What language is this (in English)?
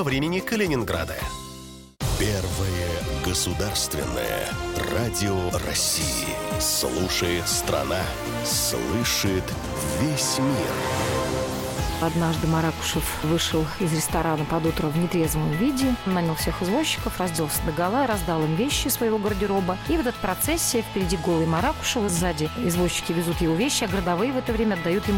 Russian